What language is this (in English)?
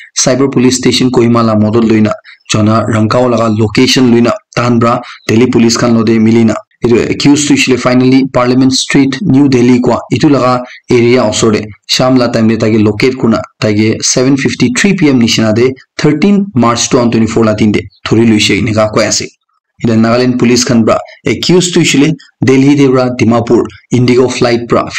Naga Pidgin